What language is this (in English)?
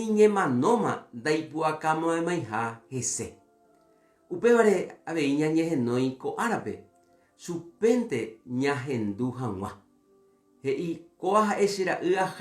Guarani